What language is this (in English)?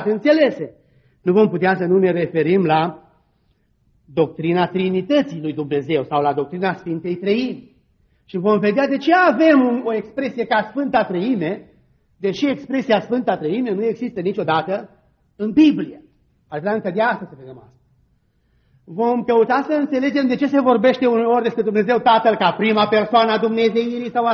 Romanian